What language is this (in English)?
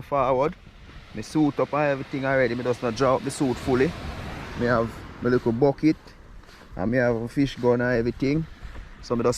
Jamaican Creole English